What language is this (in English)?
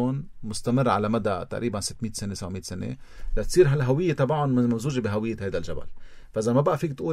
North Levantine Arabic